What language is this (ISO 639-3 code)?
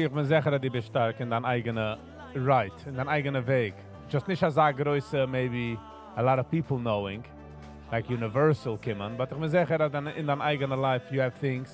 yid